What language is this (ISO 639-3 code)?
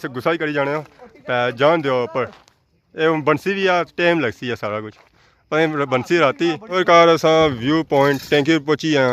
phr